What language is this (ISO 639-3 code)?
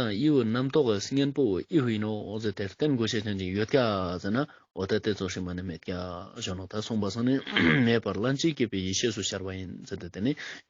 lbj